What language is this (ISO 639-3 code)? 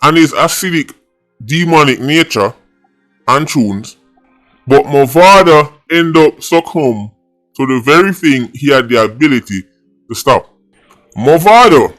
jam